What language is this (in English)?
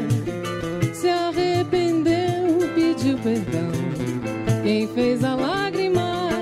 Portuguese